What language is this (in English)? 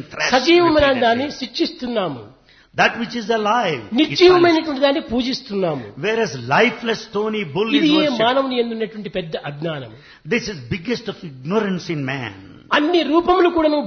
Telugu